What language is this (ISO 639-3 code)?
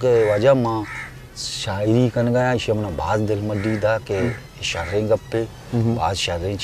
bgp